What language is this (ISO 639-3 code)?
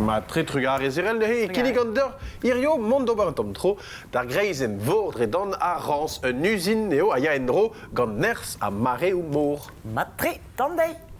bre